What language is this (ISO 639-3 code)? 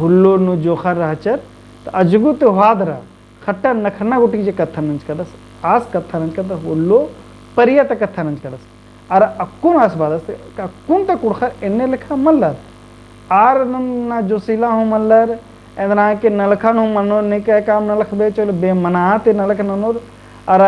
kru